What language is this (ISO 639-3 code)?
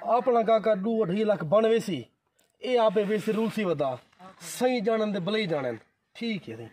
skr